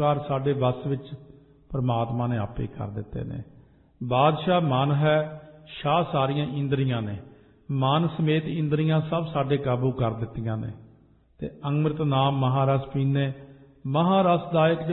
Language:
Punjabi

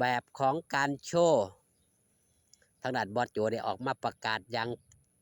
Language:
Lao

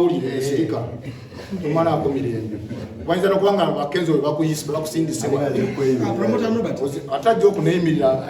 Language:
Ganda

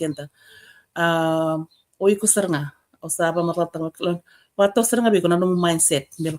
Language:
Fijian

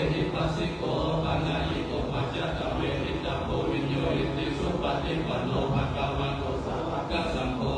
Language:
Pali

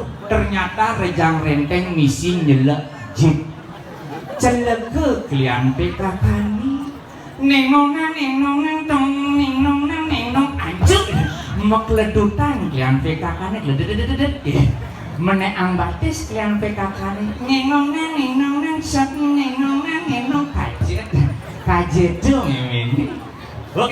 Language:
Balinese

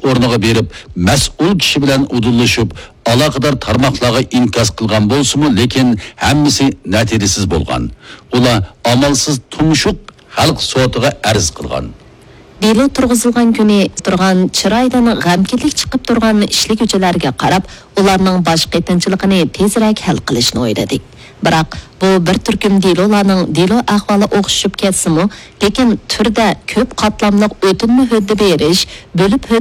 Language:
Uyghur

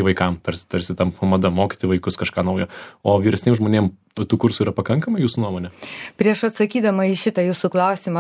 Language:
Lithuanian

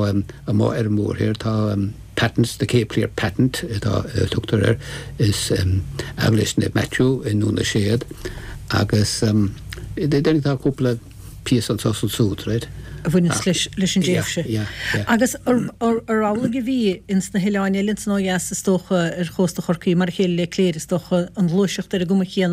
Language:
Irish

